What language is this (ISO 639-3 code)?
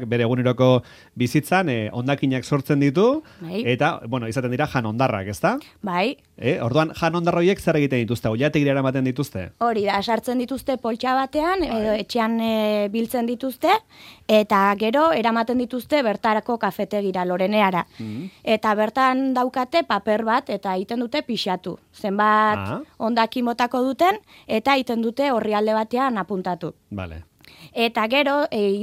eus